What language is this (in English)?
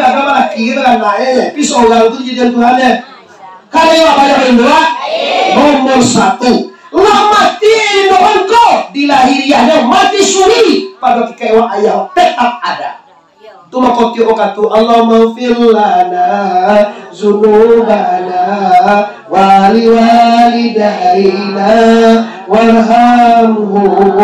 Minangkabau